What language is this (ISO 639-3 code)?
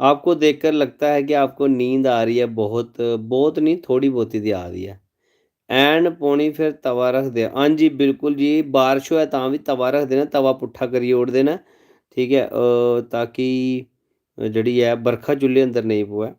doi